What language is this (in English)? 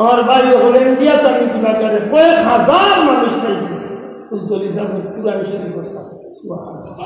Sylheti